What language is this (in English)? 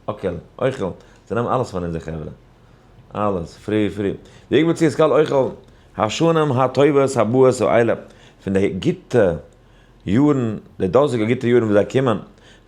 Yiddish